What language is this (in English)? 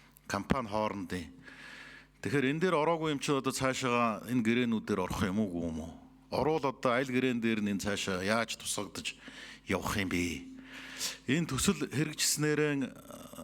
Mongolian